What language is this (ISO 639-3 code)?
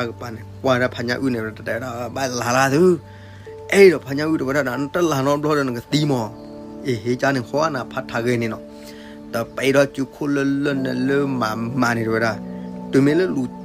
ksw